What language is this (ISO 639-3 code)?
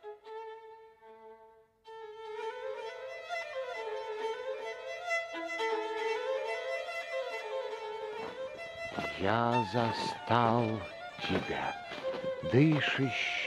rus